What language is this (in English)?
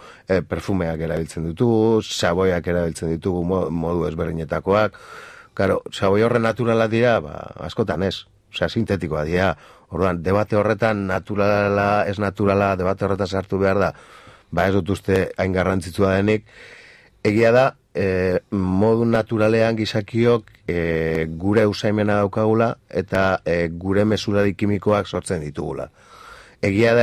Basque